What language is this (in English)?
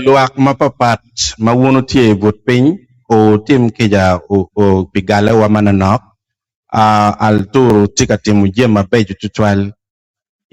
Acoli